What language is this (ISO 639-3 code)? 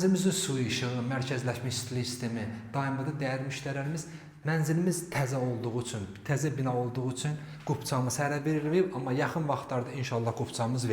aze